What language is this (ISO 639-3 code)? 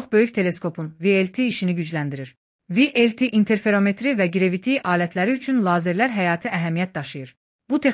aze